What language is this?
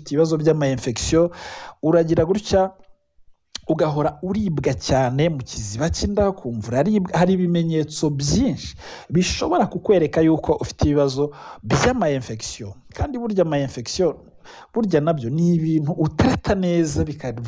Kinyarwanda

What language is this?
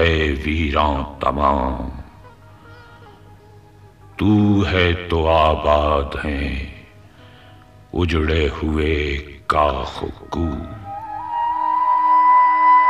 Urdu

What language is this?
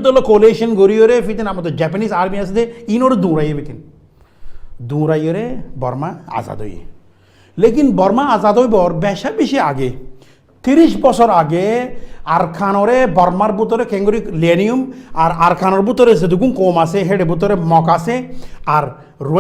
Rohingya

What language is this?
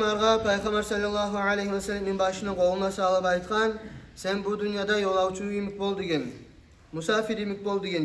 Kumyk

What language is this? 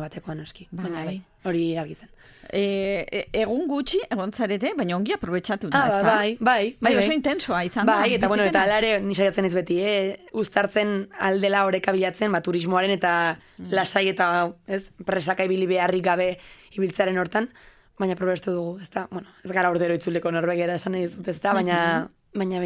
Basque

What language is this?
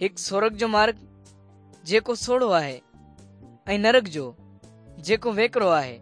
Sindhi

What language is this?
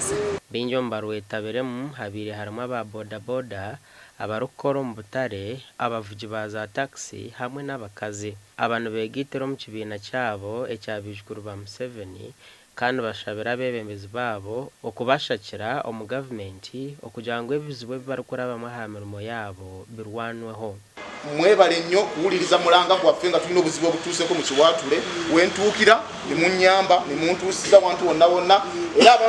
Nyankole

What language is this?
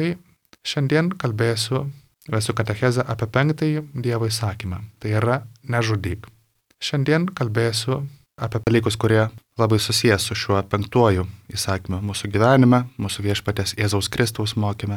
Lithuanian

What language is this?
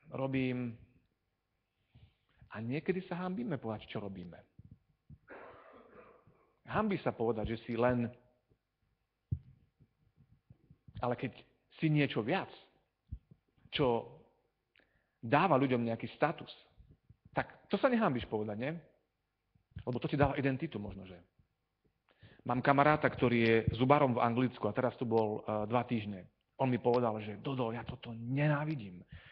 Slovak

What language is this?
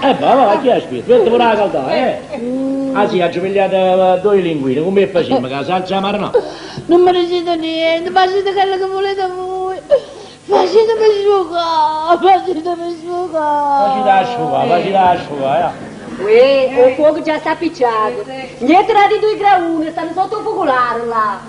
Neapolitan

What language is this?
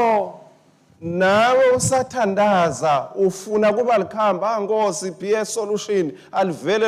Swati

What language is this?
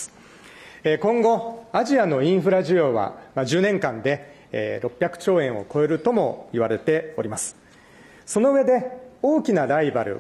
Japanese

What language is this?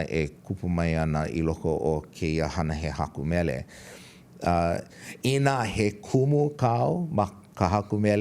Hawaiian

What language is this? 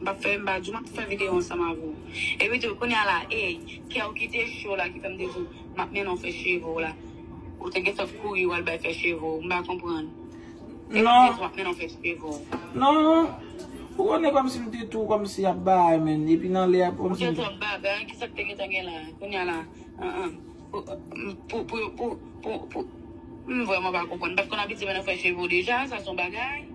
Haitian Creole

